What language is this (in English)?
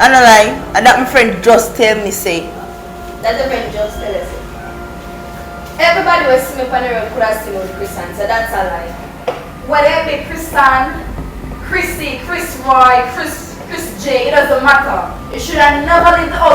Jamaican Creole English